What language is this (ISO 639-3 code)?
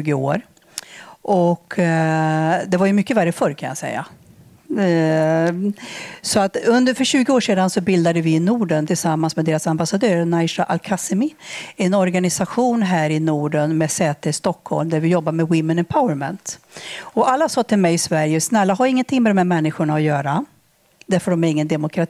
swe